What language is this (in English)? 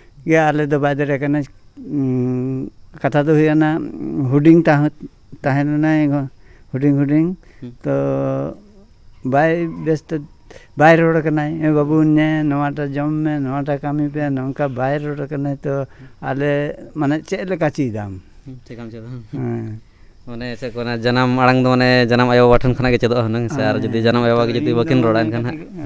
Santali